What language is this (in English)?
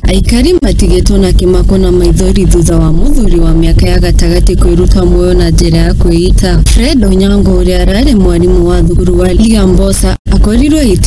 Kikuyu